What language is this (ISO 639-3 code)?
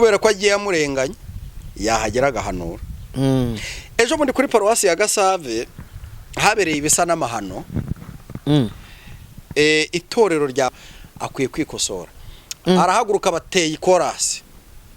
kin